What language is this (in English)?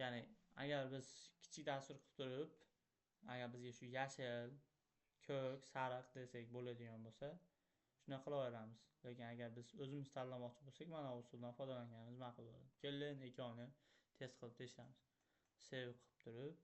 Uzbek